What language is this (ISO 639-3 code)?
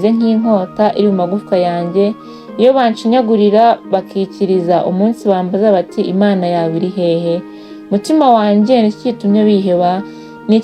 kin